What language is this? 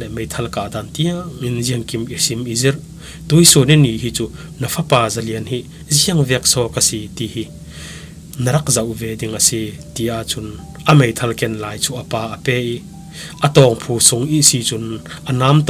Falam Chin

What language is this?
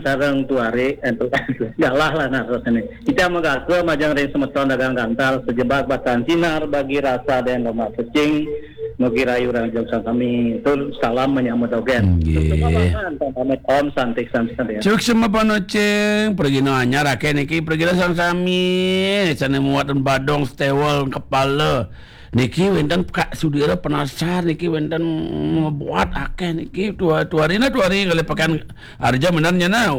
Balinese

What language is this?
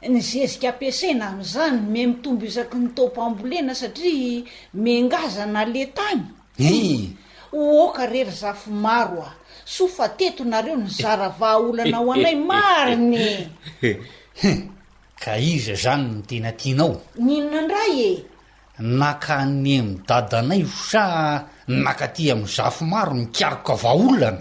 Malagasy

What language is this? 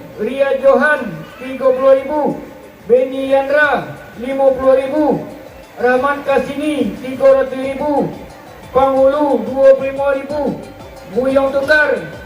Minangkabau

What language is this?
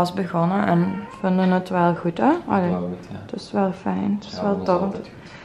Dutch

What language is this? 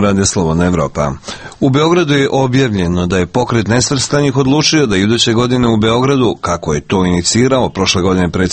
Serbian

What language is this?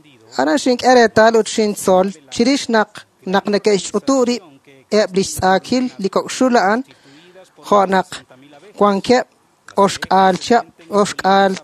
Kekchí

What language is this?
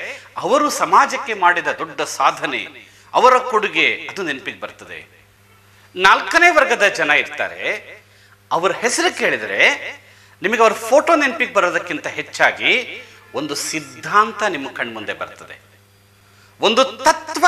Kannada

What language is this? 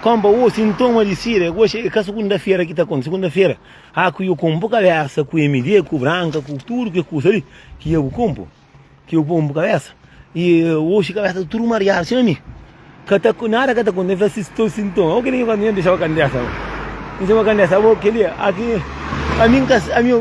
Kabuverdianu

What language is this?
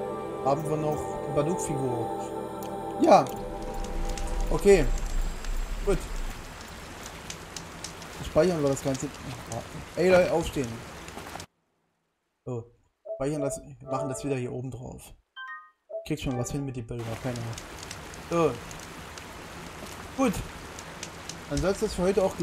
German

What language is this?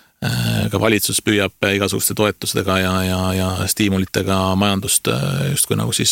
Estonian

